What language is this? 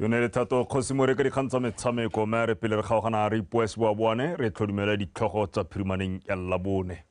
Tswana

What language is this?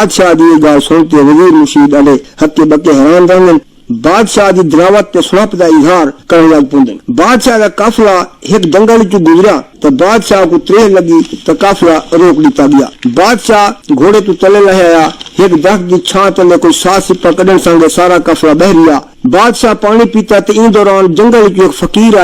Saraiki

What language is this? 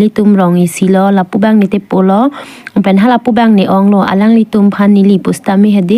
Karbi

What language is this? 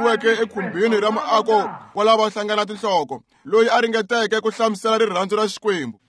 Tsonga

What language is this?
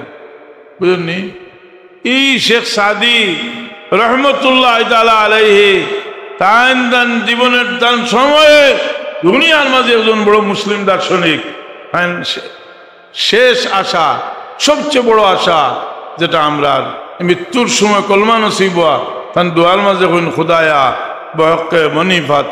Sylheti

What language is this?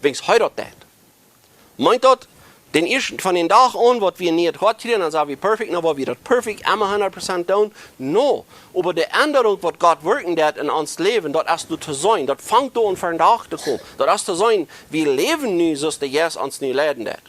Plautdietsch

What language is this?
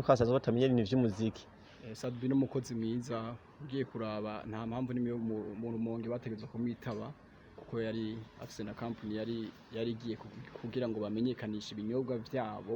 Rundi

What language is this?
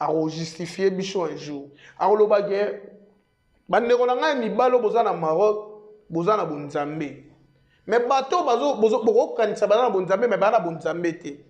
Lingala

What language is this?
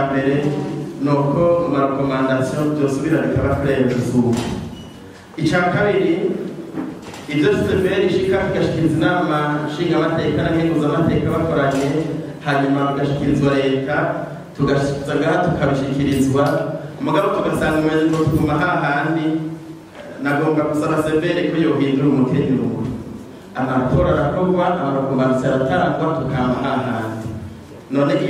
Rundi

